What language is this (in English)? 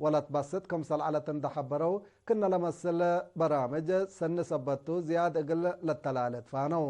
Tigre